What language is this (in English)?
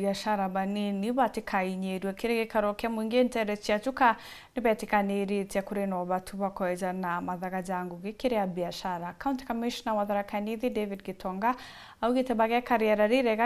Meru